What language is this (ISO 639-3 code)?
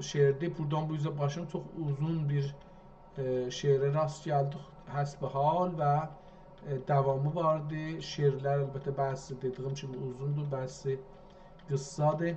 azb